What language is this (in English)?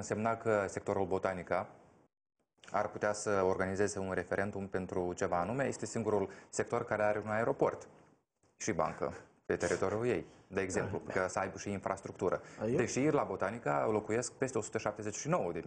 Romanian